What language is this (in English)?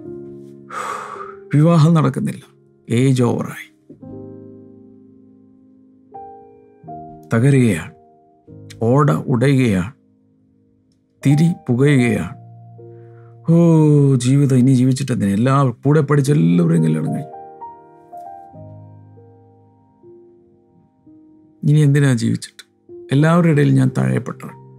Malayalam